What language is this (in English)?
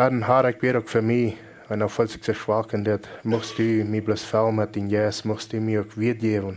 Plautdietsch